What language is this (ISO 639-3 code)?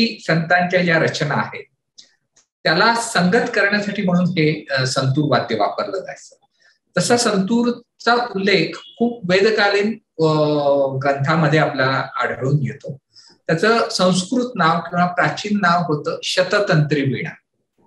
mar